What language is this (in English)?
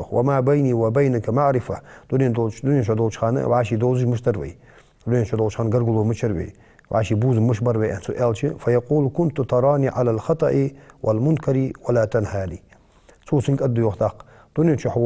Ingush